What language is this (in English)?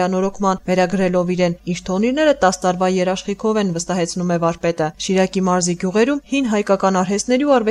Armenian